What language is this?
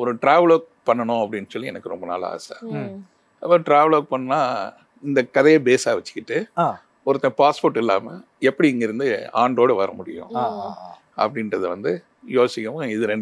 Tamil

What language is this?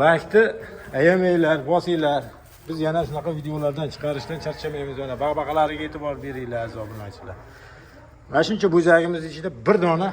Uzbek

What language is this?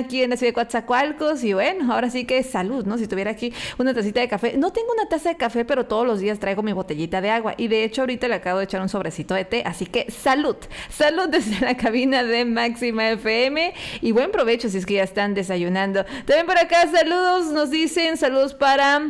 Spanish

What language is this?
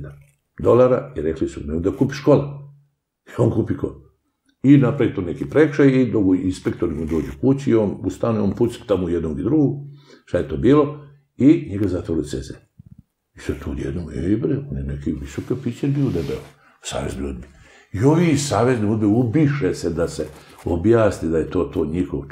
Serbian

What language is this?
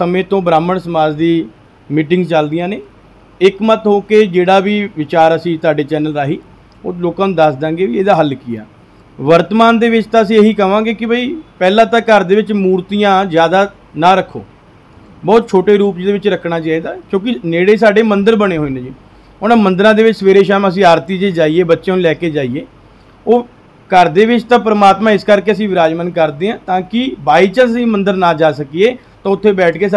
Punjabi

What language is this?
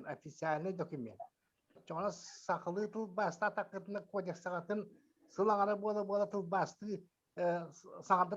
Yakut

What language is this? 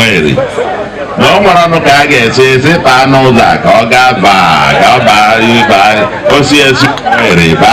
Igbo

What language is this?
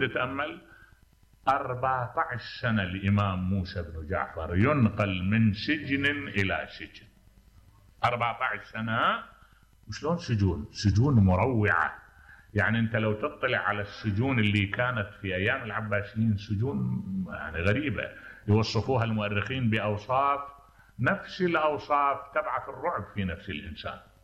Mesopotamian Arabic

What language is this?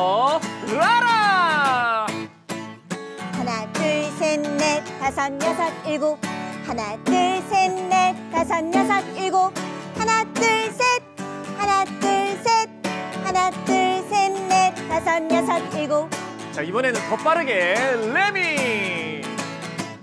Korean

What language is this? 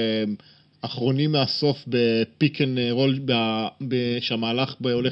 Hebrew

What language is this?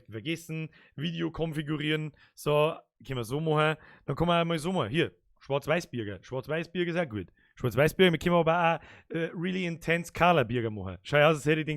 Bavarian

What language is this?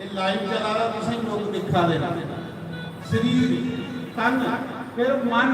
Dogri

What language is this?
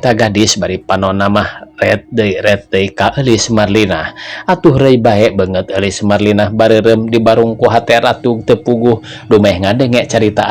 Sundanese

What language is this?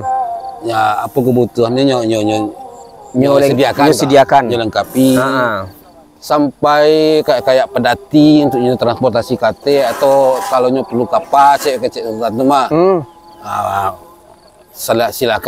Minangkabau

